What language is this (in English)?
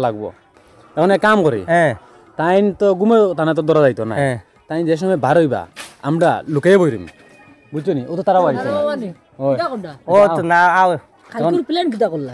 Sylheti